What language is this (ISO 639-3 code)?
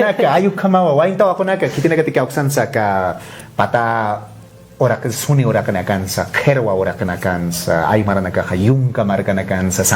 aym